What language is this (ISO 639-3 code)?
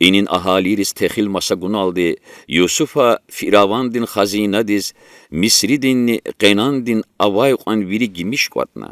lez